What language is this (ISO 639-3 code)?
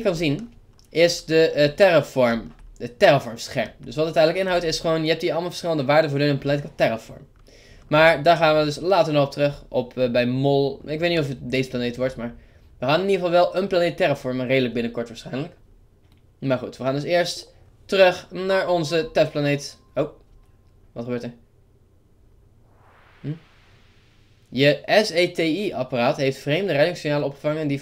nld